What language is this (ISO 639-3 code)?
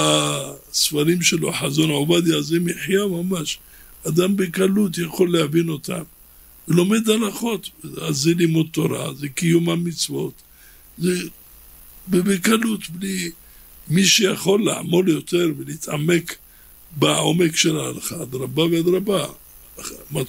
heb